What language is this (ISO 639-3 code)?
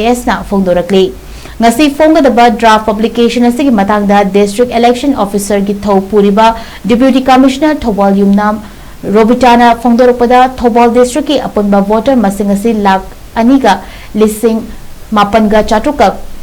mni